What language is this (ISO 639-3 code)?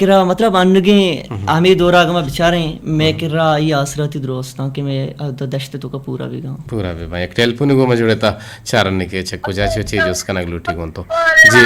bgp